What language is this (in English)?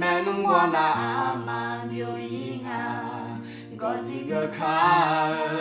Akha